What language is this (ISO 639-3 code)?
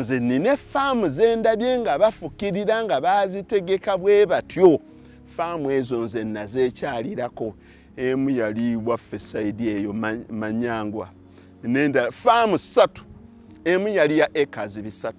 lug